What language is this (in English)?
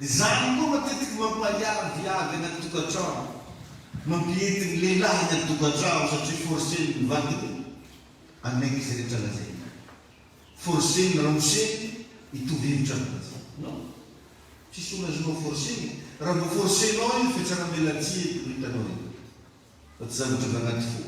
Malagasy